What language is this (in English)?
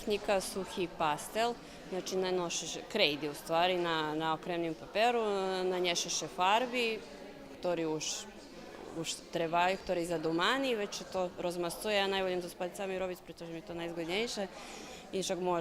Rusyn